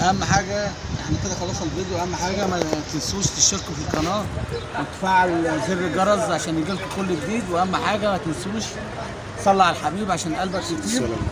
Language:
Egyptian Arabic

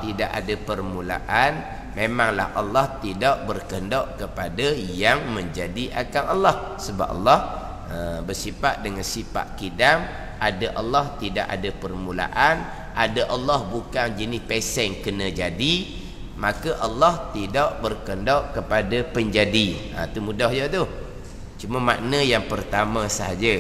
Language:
Malay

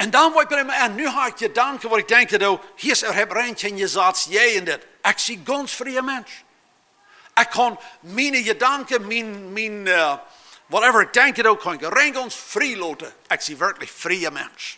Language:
Plautdietsch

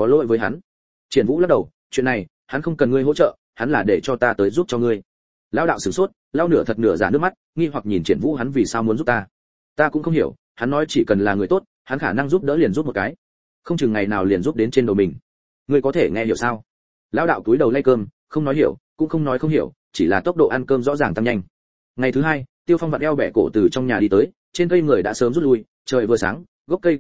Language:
Vietnamese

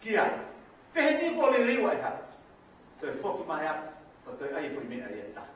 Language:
Tongan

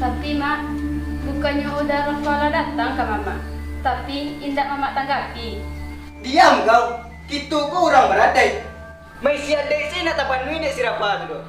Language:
Minangkabau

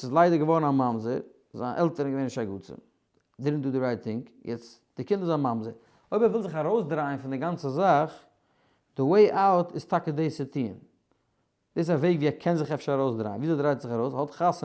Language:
Yiddish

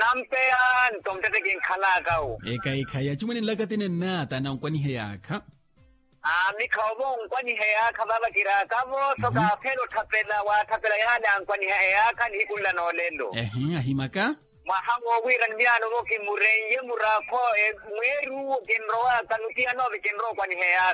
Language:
Makhuwa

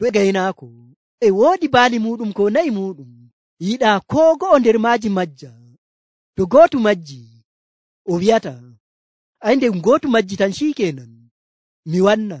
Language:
Nigerian Fulfulde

